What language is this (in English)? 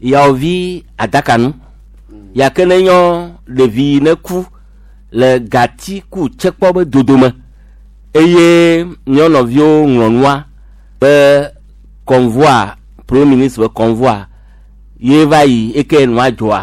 Gen